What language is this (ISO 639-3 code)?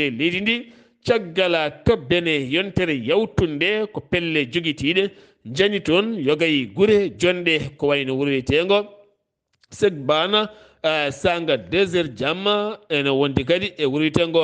ful